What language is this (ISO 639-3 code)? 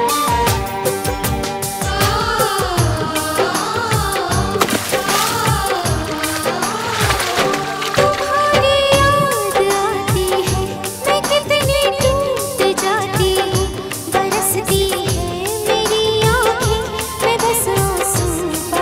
hin